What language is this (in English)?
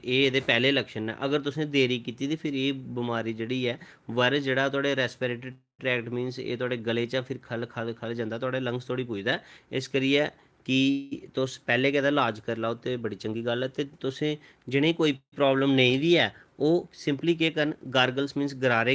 Dogri